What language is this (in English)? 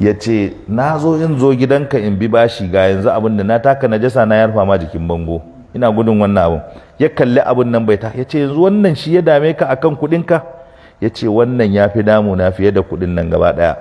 Hausa